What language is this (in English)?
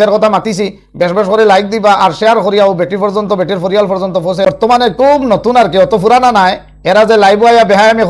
Sylheti